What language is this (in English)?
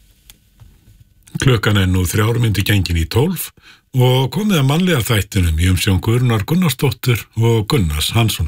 Icelandic